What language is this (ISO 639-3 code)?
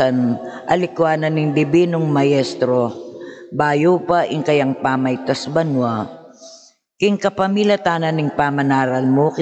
pam